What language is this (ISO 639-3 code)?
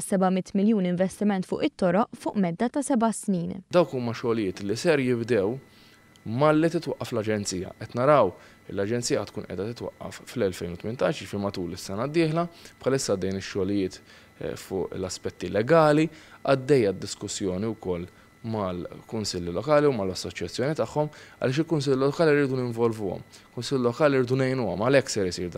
mlt